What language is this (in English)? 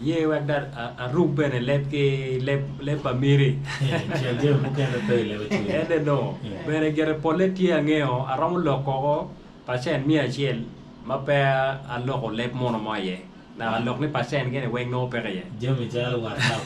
Acoli